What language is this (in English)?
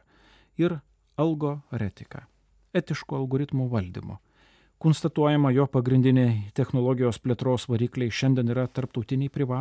Lithuanian